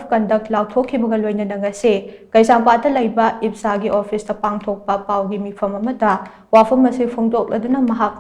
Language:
Manipuri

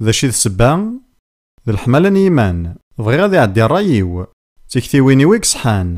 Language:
Kabyle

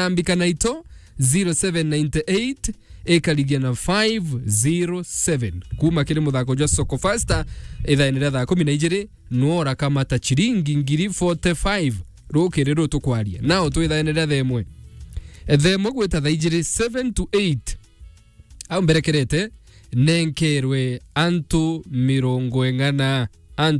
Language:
Meru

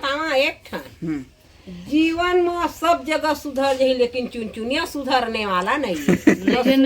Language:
Chhattisgarhi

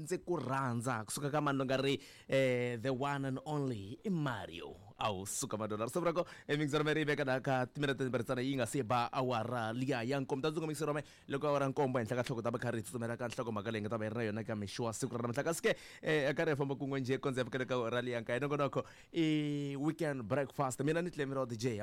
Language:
Tsonga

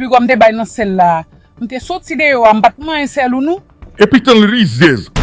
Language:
Haitian Creole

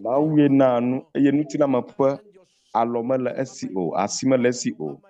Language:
Ewe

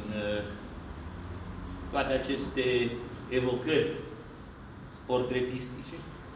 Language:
Romanian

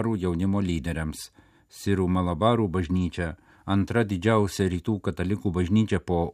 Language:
Lithuanian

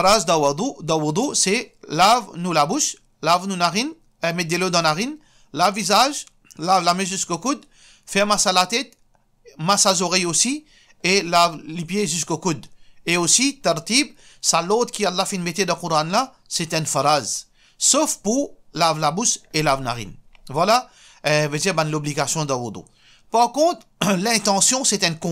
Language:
Morisyen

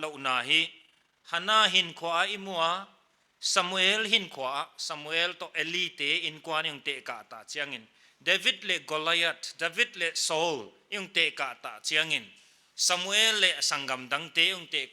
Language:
Paite Chin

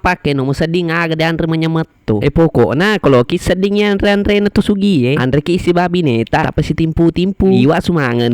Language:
Buginese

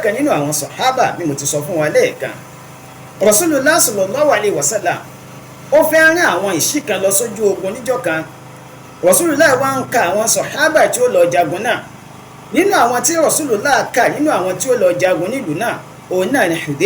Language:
Yoruba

